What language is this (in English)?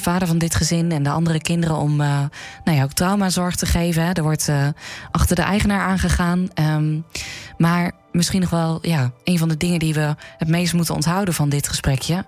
Dutch